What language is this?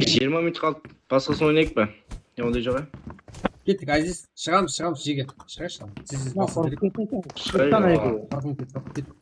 Kara-Kalpak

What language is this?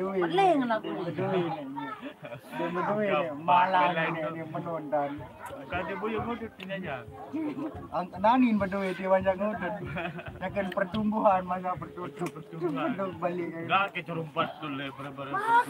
Sasak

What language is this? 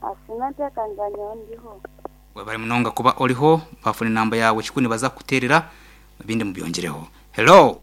Nyankole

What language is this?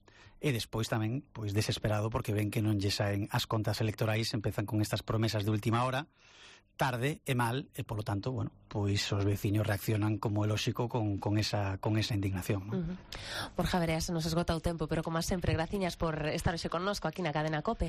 Galician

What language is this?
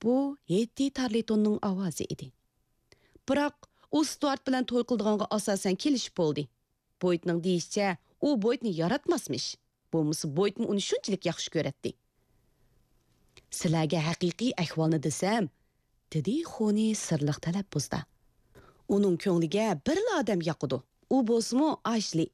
Uyghur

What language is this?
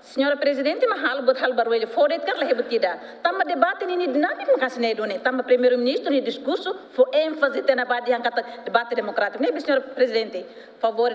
Tetum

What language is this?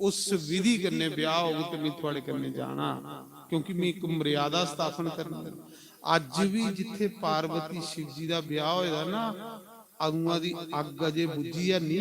Dogri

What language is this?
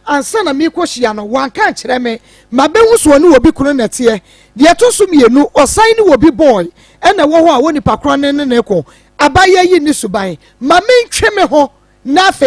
Akan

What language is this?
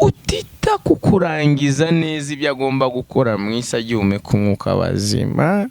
Kinyarwanda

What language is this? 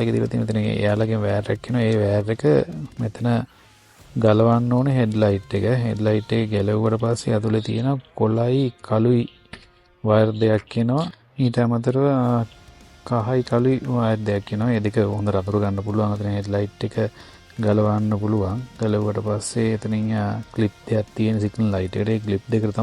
Sinhala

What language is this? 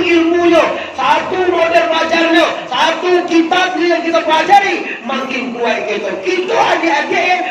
Minangkabau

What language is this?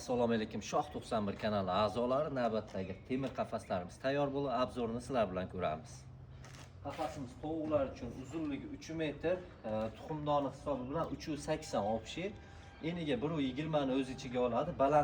Uzbek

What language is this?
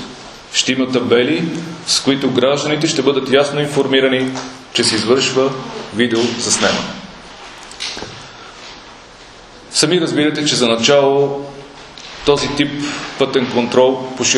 Bulgarian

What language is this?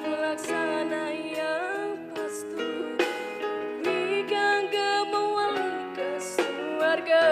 Balinese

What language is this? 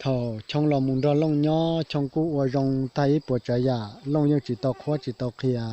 Hmong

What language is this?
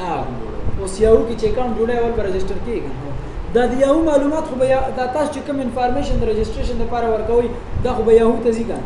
Pashto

